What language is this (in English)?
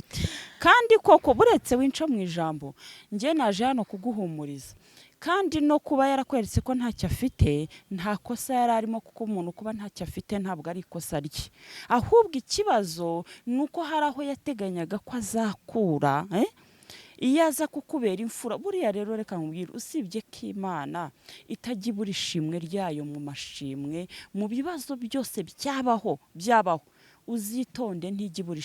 Kinyarwanda